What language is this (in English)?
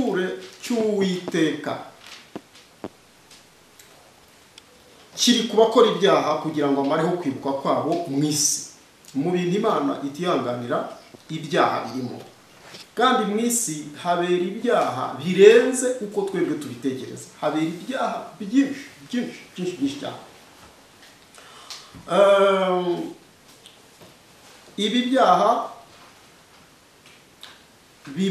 Kinyarwanda